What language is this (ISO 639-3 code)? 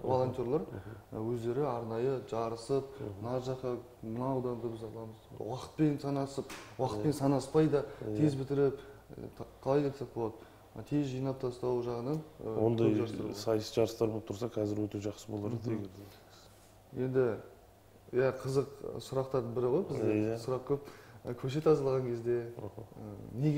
kaz